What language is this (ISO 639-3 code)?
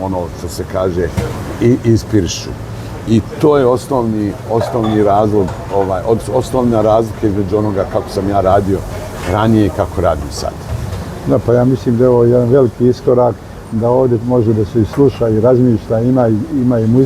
bos